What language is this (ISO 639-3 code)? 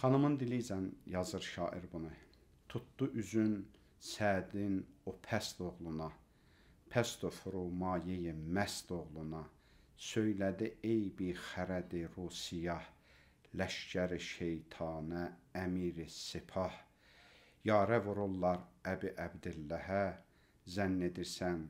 aze